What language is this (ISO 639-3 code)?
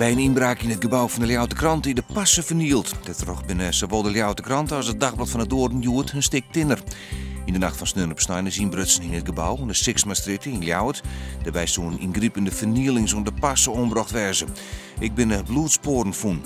fry